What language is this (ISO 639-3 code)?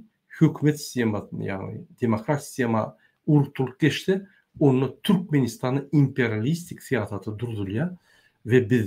tuk